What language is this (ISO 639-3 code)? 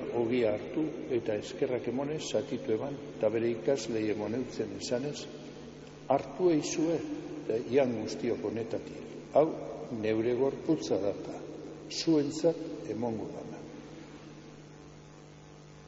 eus